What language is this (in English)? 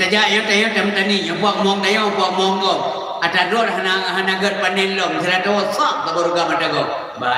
Achinese